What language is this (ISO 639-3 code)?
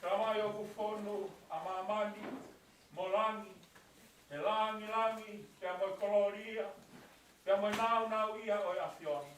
ton